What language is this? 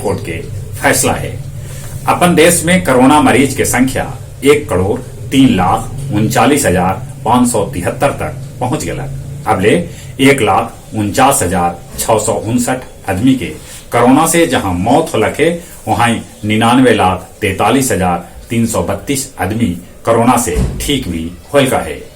Magahi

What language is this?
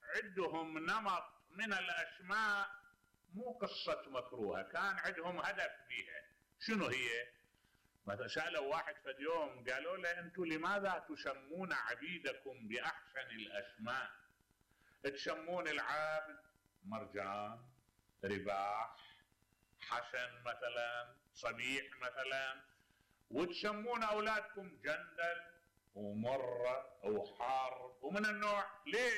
Mesopotamian Arabic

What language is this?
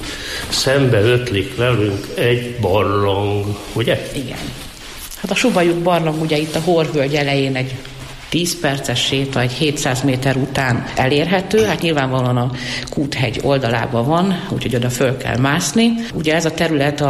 Hungarian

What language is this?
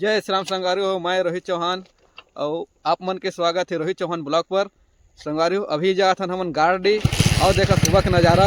Chhattisgarhi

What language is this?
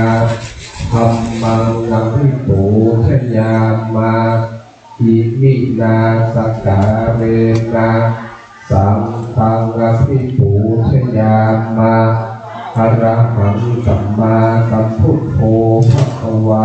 Pali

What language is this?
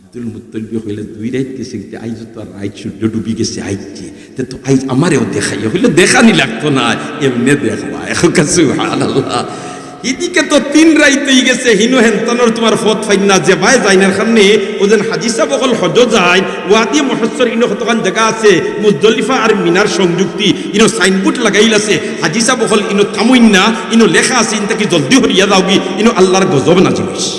Sylheti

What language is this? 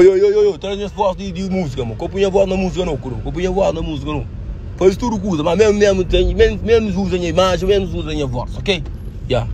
Kabuverdianu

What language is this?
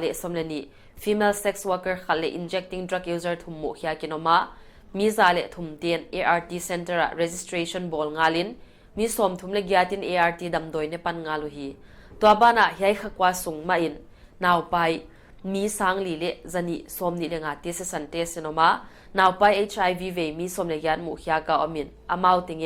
Paite Chin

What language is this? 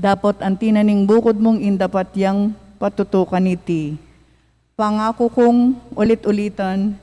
Pampanga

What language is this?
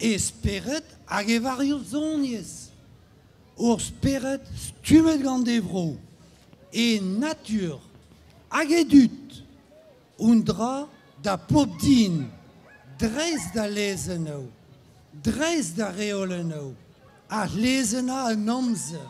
Breton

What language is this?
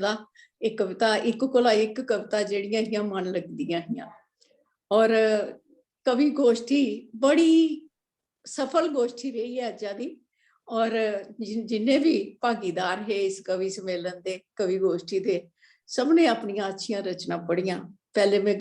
Dogri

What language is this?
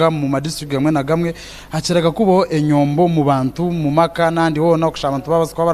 Nyankole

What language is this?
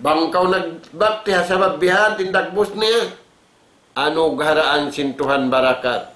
Tausug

